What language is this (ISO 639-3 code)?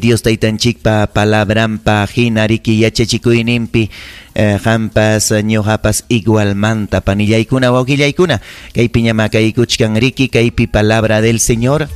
quy